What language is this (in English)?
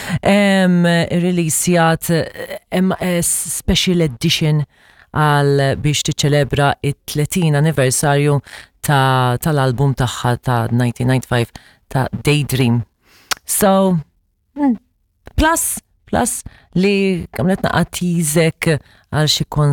Maltese